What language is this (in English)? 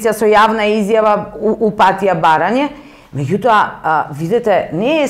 Macedonian